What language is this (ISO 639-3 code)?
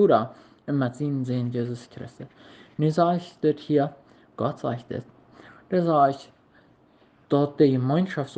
pdt